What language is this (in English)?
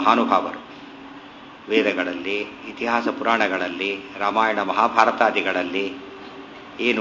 Kannada